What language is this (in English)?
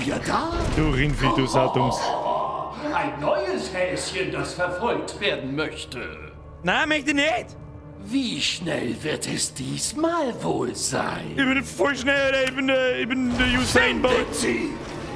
Bavarian